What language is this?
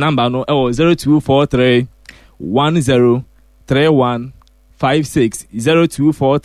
Akan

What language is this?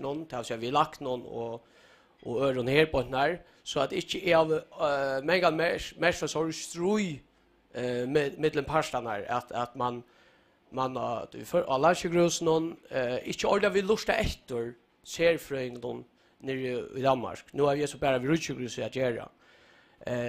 Faroese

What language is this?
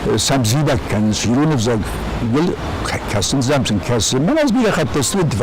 Ossetic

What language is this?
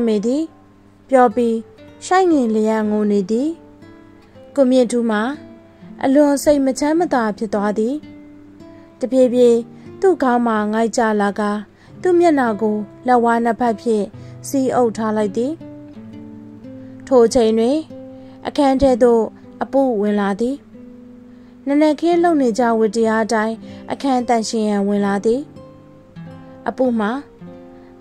Burmese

